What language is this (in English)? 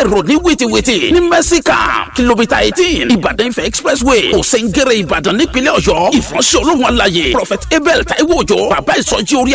Yoruba